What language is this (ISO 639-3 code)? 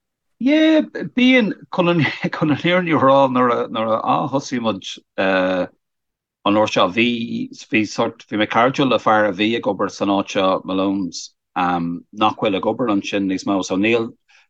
gle